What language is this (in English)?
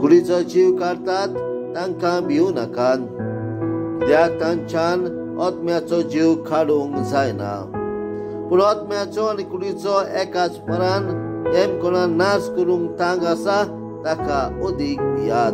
Konkani